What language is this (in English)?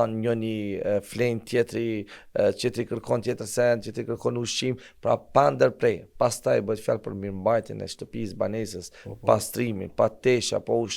Albanian